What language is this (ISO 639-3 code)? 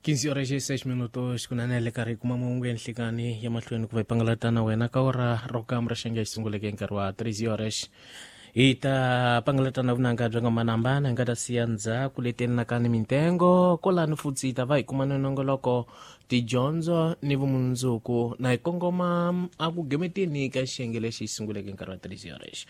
tso